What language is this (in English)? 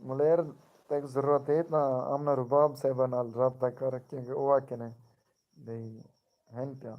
Saraiki